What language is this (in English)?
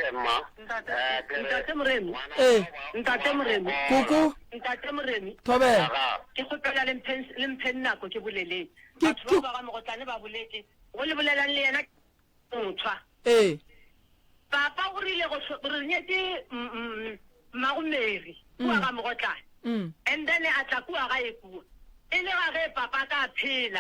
Northern Sotho